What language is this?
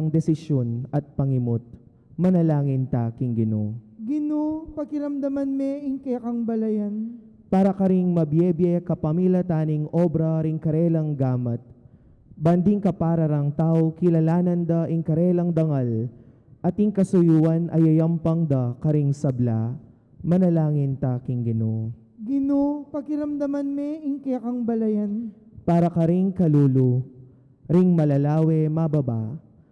Pampanga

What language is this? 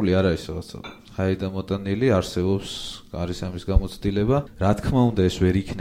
Georgian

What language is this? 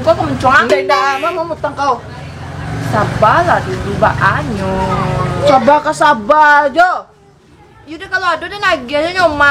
Minangkabau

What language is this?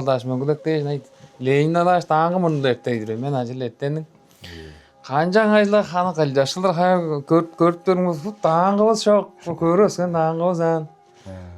Tuvinian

